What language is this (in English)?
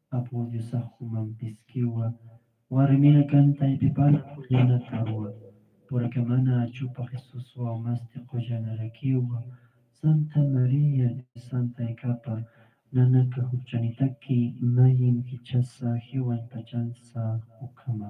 Aymara